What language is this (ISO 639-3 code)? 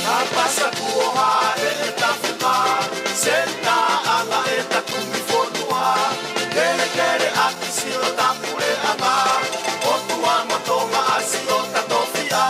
ton